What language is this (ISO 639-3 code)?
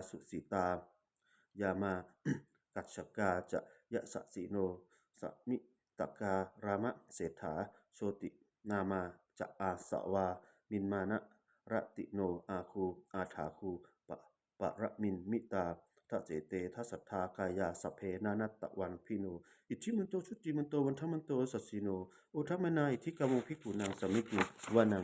pli